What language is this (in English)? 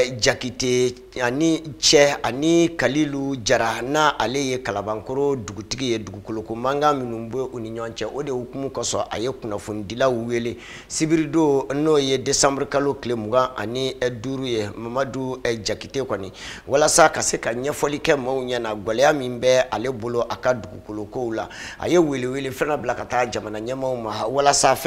Bambara